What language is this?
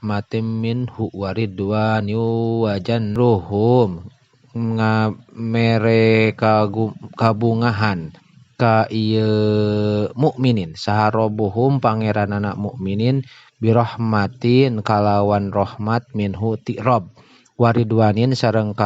Sundanese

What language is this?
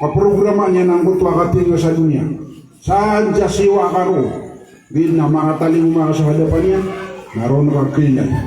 Maranao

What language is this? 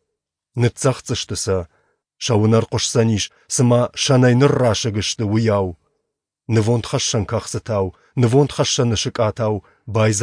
Ossetic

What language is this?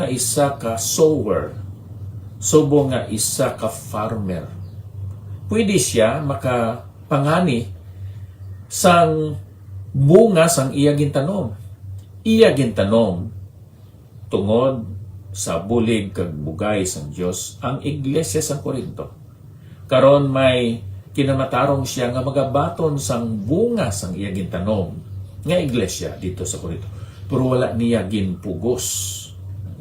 Hiligaynon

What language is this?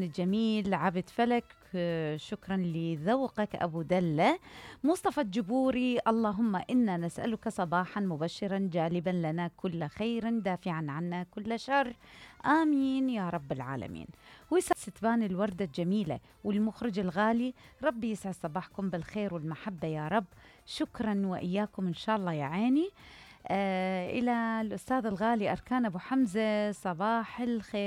Mesopotamian Arabic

